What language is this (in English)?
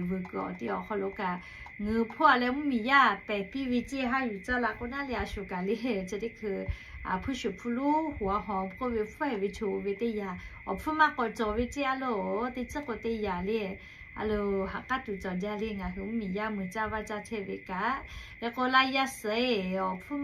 Lahu